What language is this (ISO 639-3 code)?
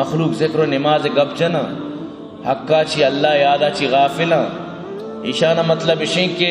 bal